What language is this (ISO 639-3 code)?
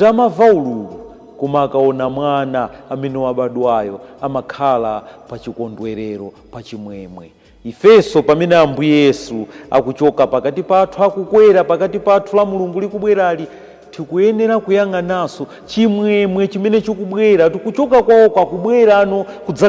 nya